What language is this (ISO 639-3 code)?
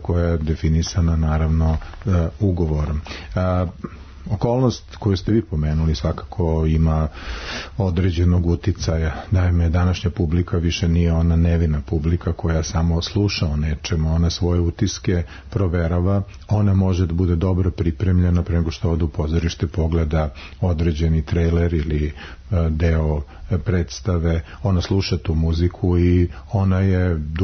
srp